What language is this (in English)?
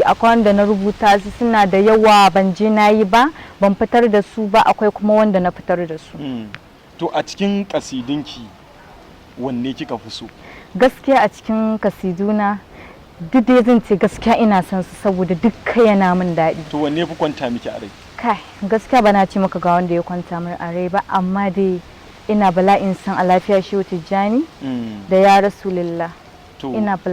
Hausa